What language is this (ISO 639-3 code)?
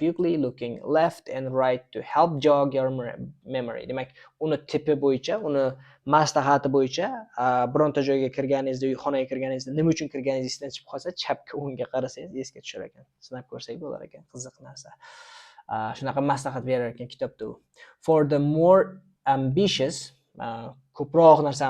uzb